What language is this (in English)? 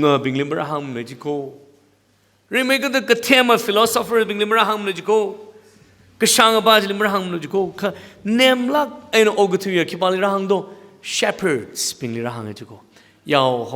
Tangkhul Naga (India)